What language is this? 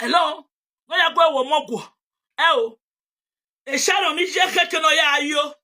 Nigerian Pidgin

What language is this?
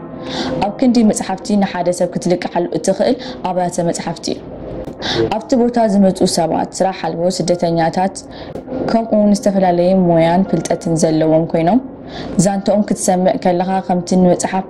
Tigrinya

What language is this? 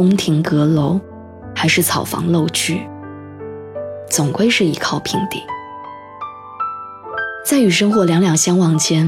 Chinese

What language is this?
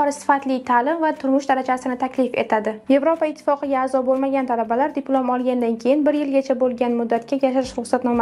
Uzbek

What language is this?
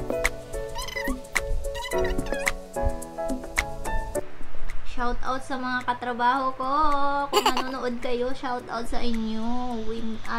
Filipino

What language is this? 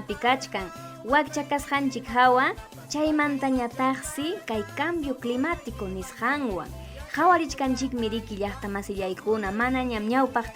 Ayacucho Quechua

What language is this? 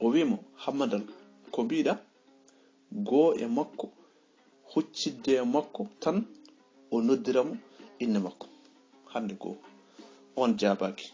Fula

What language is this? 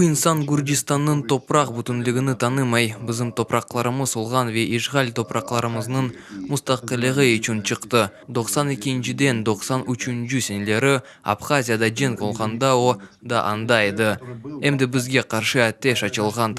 Crimean Tatar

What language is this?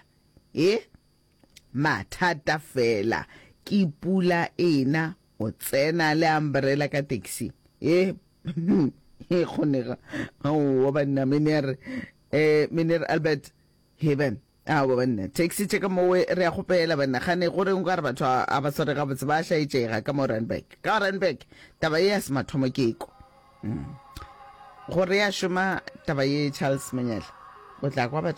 Northern Sotho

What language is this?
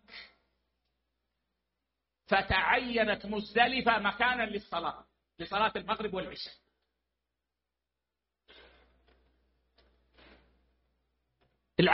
Arabic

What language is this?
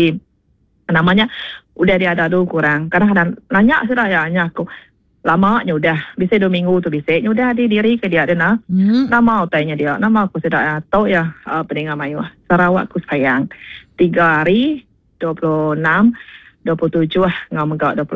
Iban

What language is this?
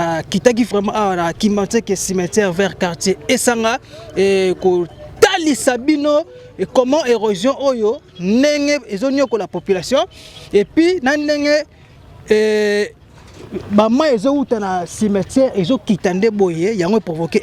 Lingala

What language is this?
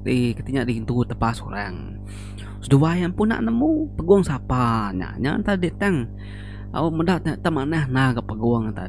Iban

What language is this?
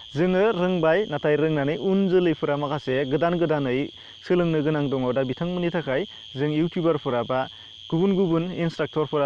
Bodo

